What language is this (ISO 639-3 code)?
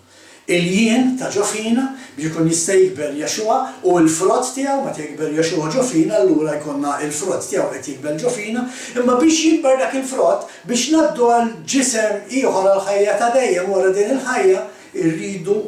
mlt